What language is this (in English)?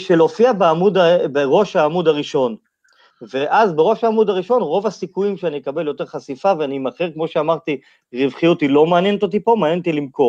Hebrew